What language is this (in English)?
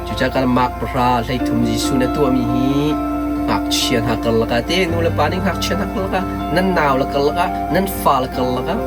Hakha Chin